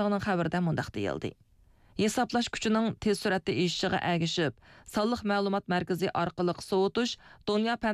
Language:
Uyghur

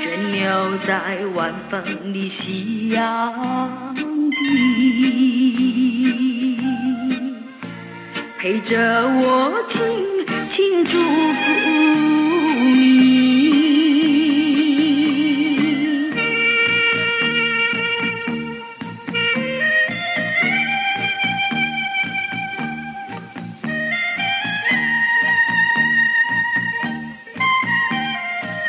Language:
Chinese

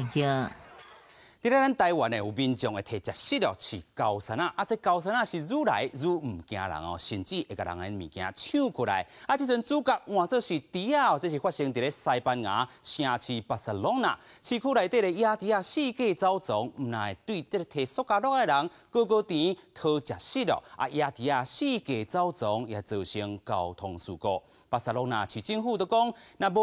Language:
Min Nan Chinese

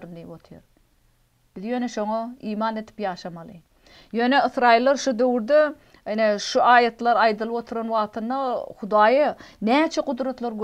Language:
Turkmen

